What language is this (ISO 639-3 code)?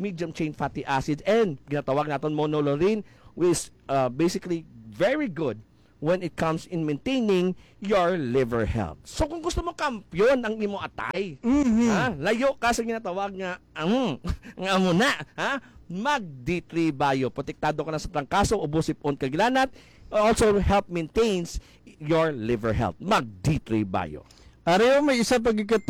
hil